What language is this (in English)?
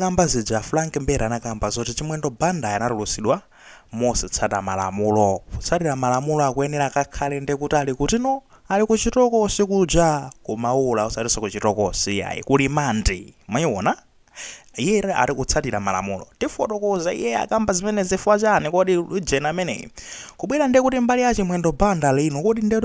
Nyanja